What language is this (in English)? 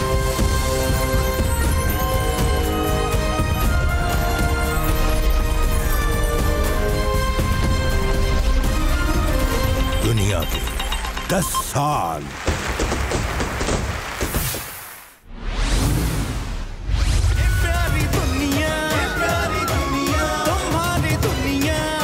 Hindi